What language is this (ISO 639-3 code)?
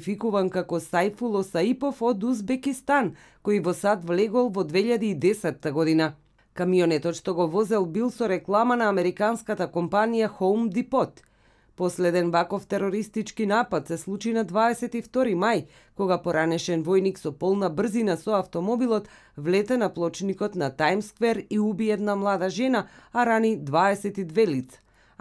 mkd